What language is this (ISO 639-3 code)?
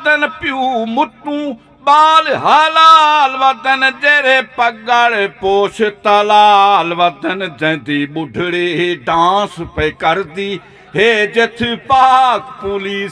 skr